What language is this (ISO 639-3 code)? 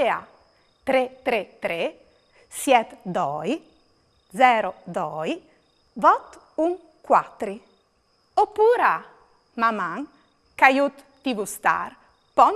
fur